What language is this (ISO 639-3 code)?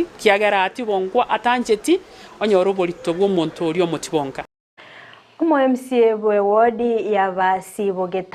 guz